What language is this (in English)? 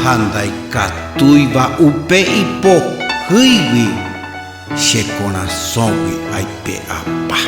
Guarani